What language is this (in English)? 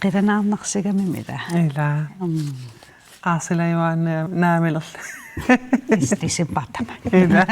Kalaallisut